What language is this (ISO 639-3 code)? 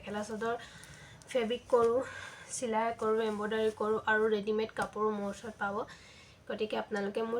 asm